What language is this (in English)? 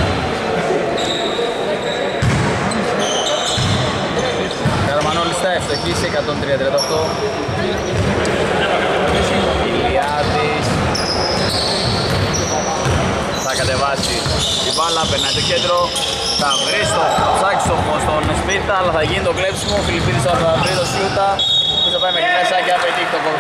Greek